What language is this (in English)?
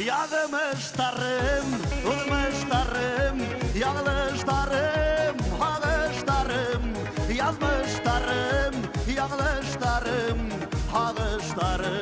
Bashkir